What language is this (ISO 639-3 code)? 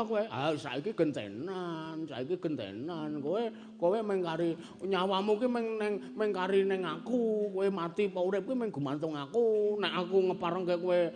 jav